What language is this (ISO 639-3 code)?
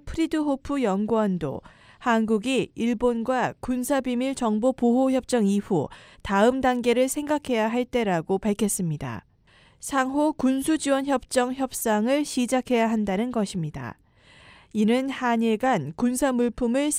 kor